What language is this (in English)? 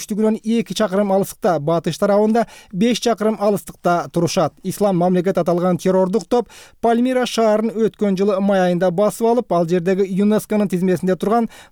Kyrgyz